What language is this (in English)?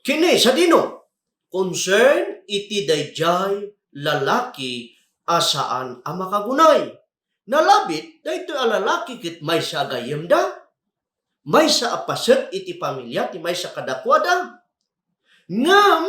Iloko